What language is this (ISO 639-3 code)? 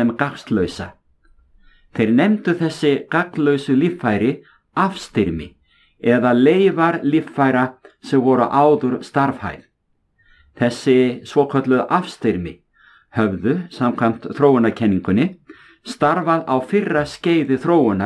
isl